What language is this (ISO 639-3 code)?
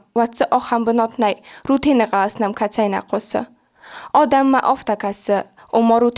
oss